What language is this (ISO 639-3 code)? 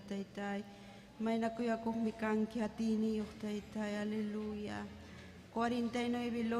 quy